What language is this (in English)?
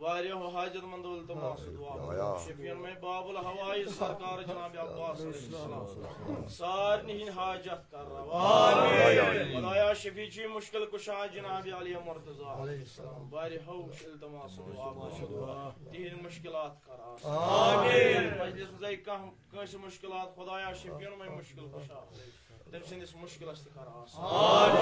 Kashmiri